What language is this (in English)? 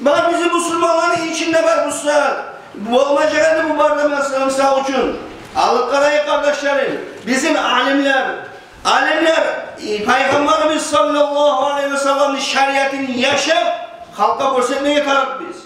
Kumyk